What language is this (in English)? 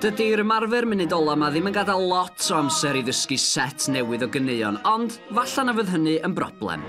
Welsh